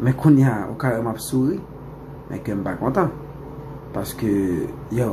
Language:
Haitian Creole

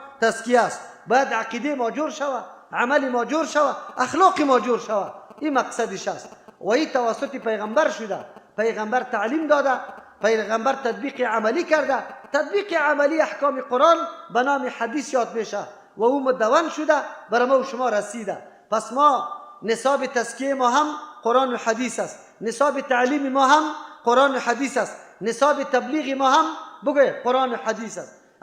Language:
Persian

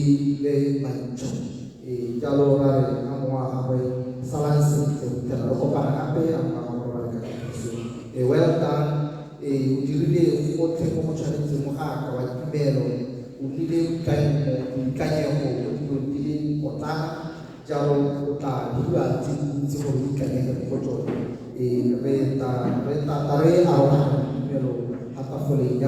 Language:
Tswana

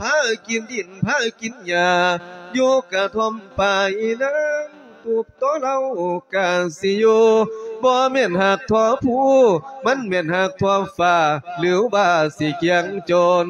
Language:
Lao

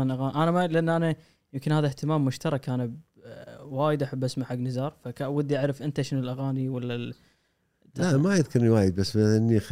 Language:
Gulf Arabic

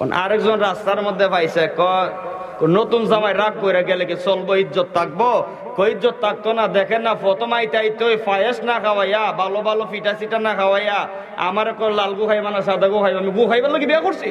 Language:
Sylheti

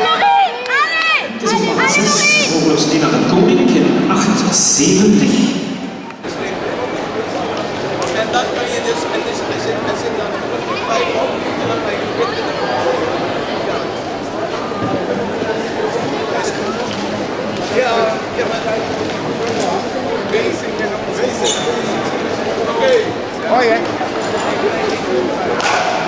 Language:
Dutch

